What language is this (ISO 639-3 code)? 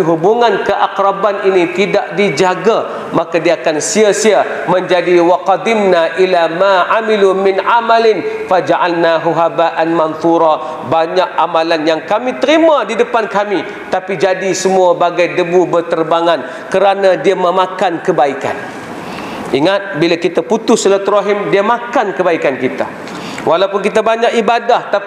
msa